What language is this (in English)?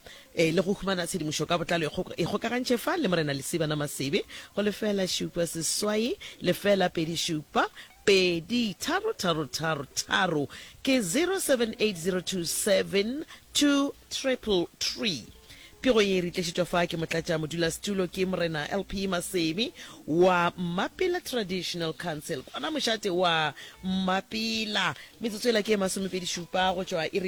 Northern Sotho